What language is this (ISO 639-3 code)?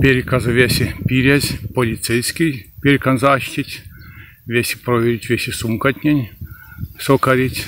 myv